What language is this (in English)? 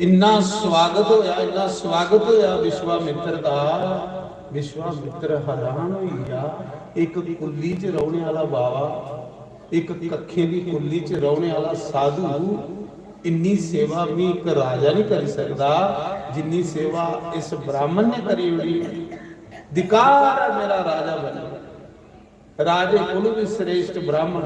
Dogri